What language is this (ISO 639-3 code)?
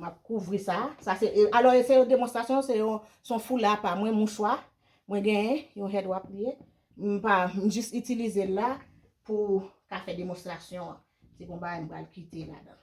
hat